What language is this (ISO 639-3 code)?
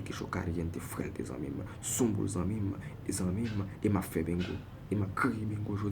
hat